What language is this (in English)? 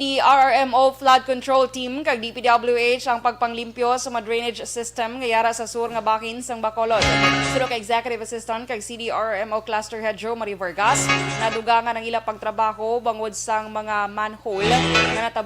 Hiligaynon